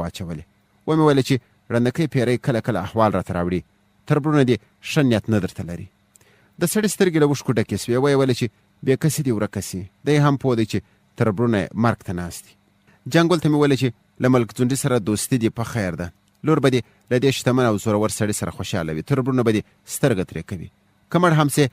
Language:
Pashto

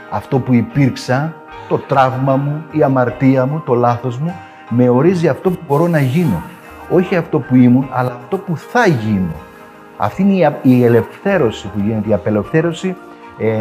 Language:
Greek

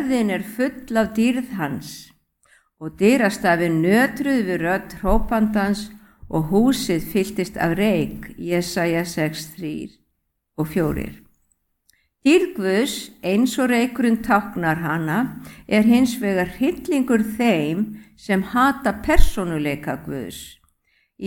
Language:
Icelandic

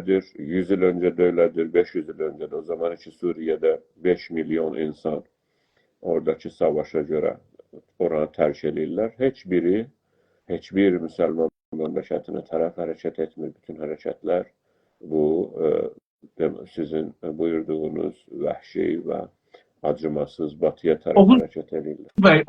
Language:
South Azerbaijani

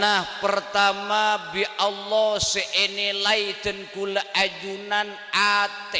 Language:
Madurese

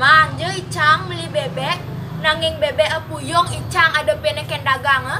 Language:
Balinese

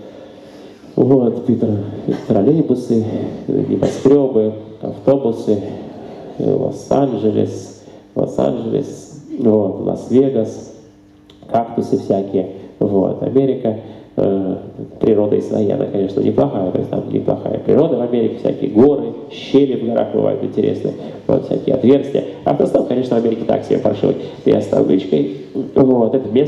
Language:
Russian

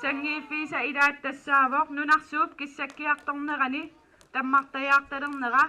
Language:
Kalaallisut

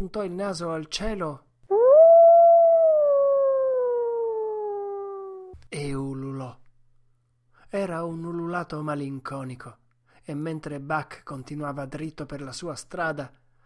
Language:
Italian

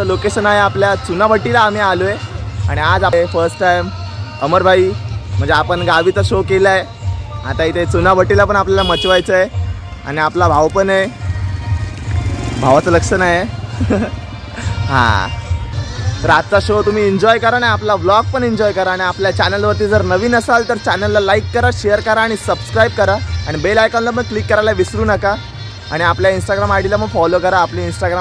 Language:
Marathi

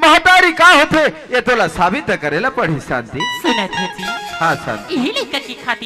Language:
Chhattisgarhi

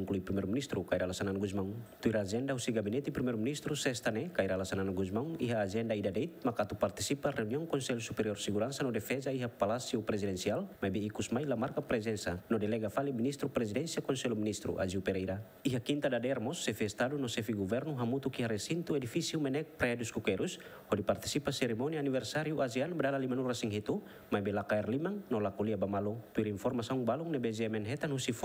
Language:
Tetum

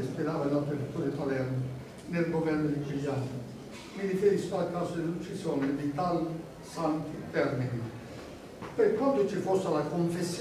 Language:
Italian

